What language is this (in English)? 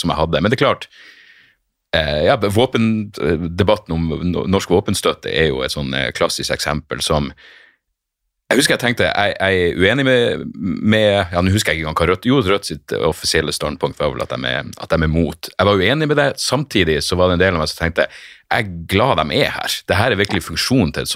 Norwegian